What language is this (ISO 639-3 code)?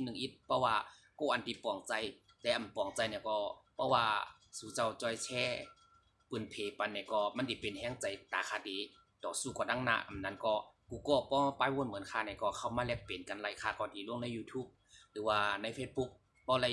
shn